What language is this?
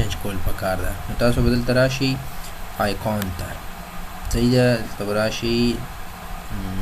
Pashto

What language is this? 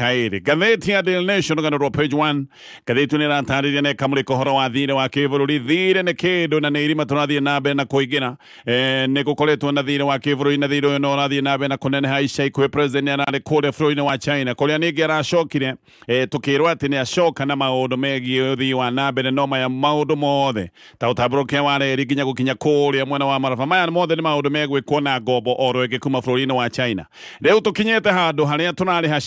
Kikuyu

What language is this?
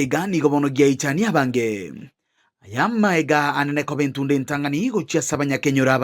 Gusii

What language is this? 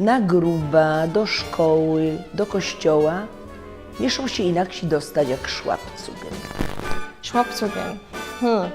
Silesian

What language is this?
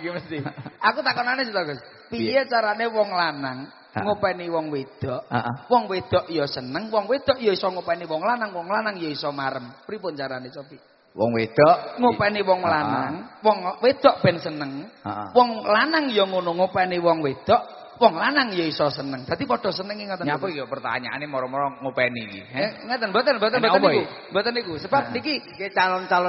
Javanese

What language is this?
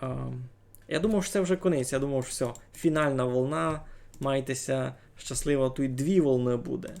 Rusyn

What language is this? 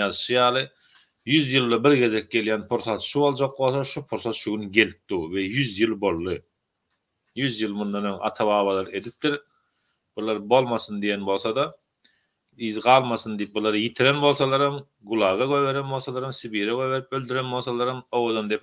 Turkmen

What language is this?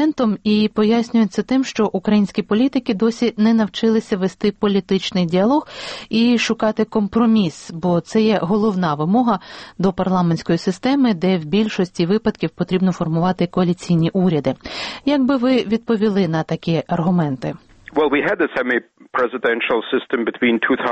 Ukrainian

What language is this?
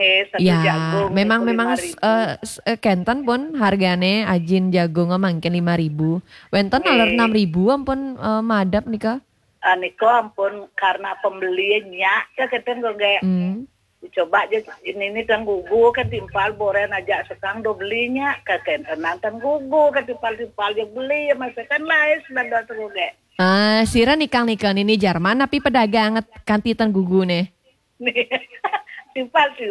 Balinese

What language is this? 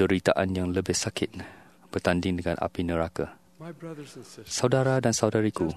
Malay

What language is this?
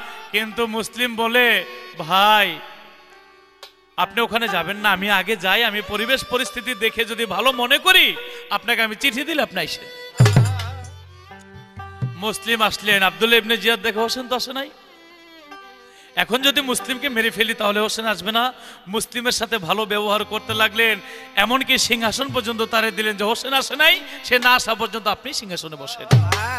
Bangla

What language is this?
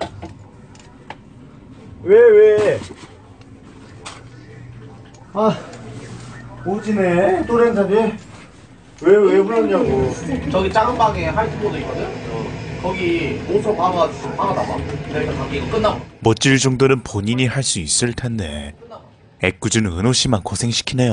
Korean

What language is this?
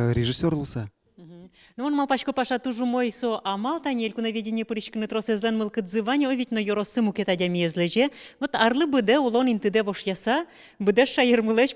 Udmurt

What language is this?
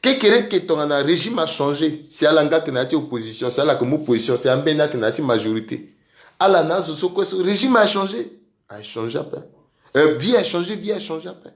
Sango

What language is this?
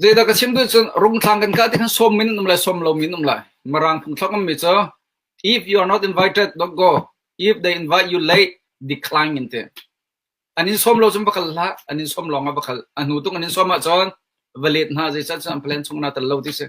Hakha Chin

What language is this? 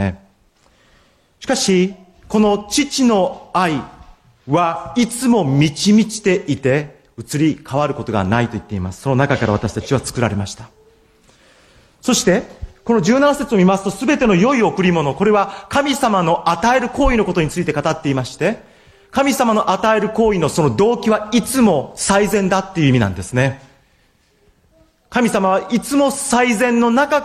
Japanese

